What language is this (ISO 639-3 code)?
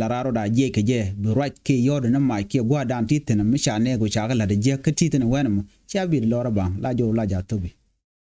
nus